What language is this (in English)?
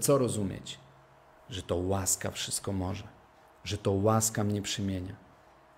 Polish